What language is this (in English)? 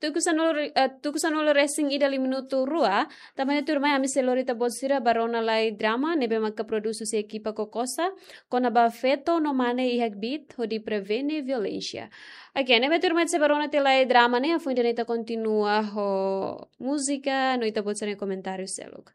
Tetum